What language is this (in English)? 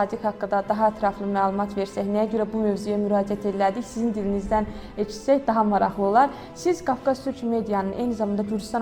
Azerbaijani